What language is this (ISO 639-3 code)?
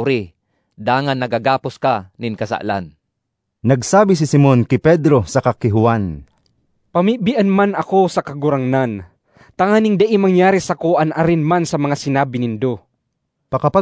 bik